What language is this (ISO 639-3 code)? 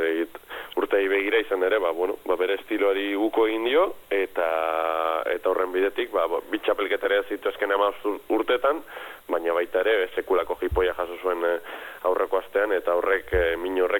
eus